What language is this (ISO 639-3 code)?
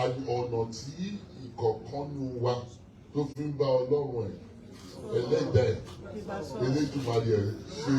yor